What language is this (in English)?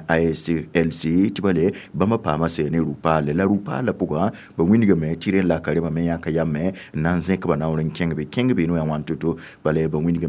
Mossi